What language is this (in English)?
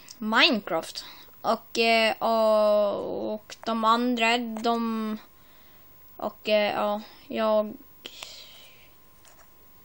Swedish